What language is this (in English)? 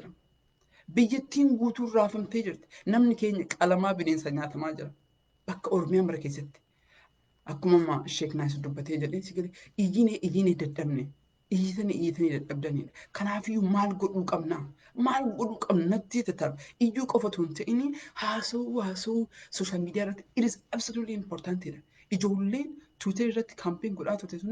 Oromo